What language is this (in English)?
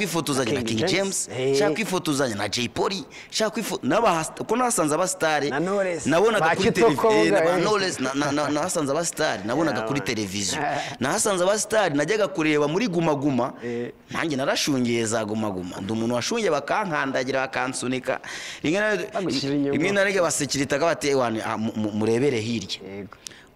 Kinyarwanda